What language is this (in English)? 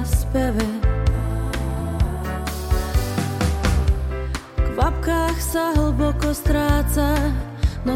Slovak